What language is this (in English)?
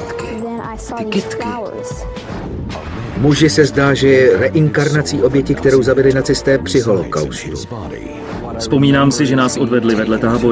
Czech